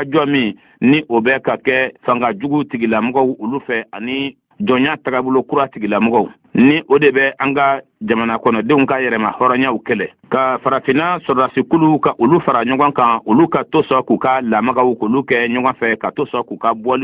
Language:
Bambara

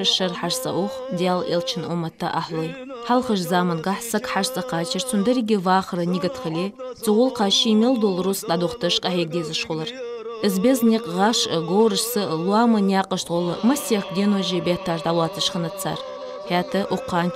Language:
Ingush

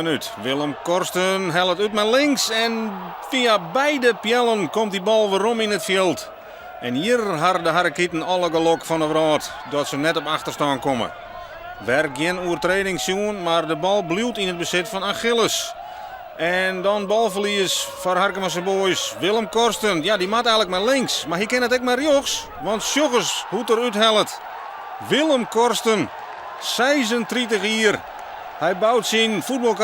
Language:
Western Frisian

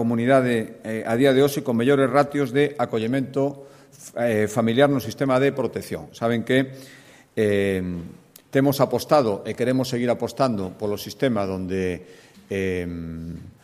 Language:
Galician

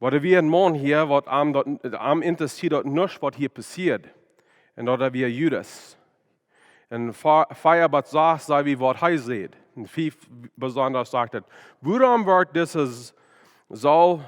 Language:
Plautdietsch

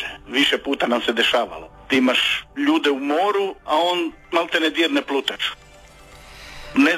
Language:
Croatian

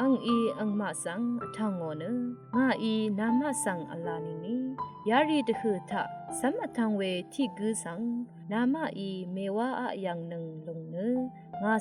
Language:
Rawang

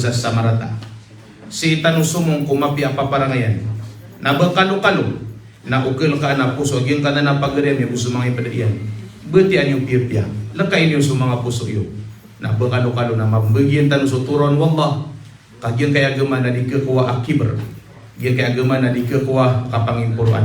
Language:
Maranao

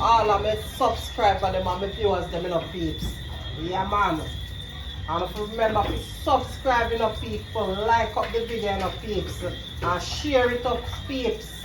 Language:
Jamaican Creole English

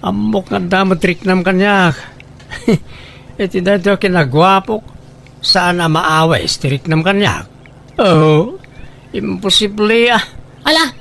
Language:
Iloko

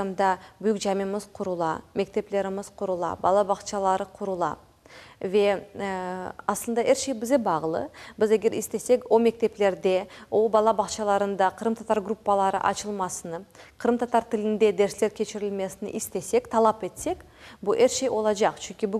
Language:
Crimean Tatar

